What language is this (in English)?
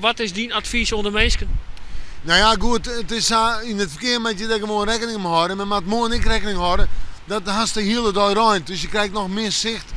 Western Frisian